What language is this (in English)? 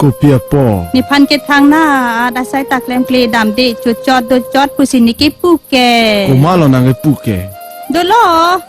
Karbi